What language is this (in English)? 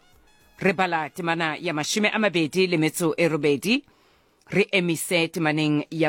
Southern Sotho